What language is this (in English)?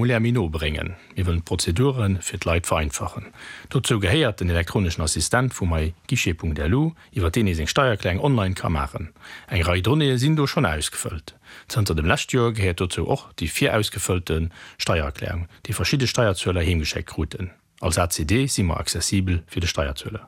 Luxembourgish